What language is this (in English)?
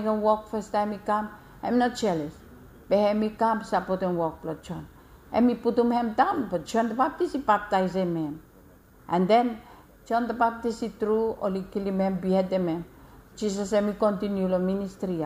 Bislama